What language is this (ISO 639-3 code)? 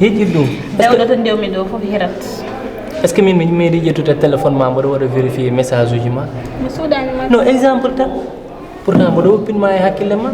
ful